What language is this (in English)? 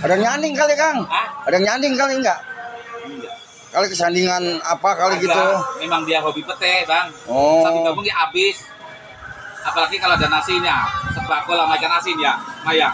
Betawi